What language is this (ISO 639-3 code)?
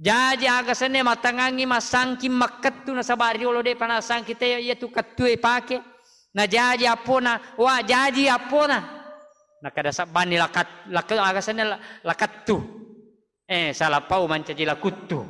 bug